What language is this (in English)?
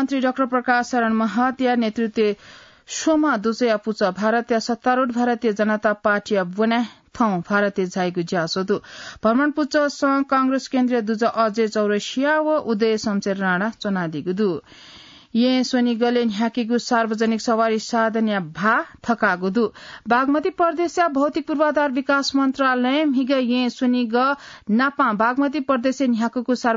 Newari